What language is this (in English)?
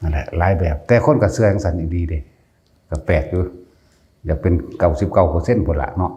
Northeastern Thai